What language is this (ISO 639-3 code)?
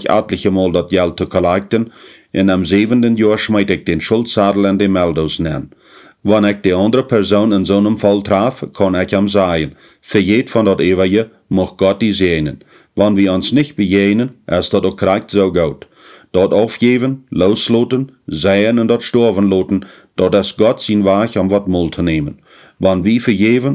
pdt